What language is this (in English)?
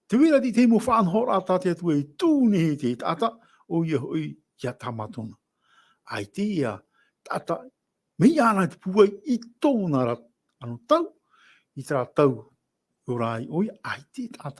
Tahitian